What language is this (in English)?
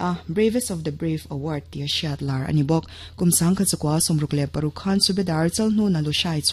Mizo